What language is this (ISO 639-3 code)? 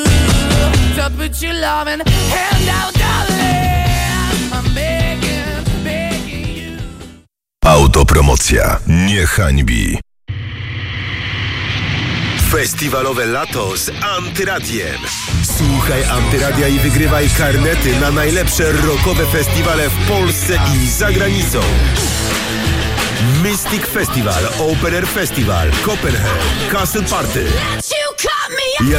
pol